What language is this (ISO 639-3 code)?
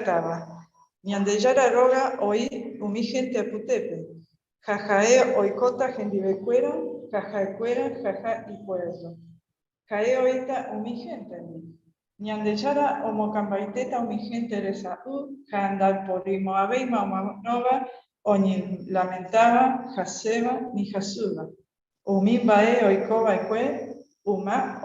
grn